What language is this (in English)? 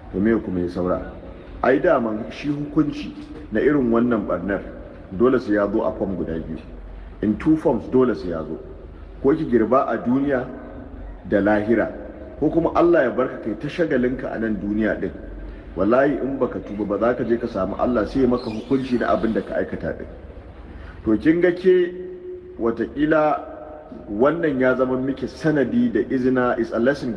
Hausa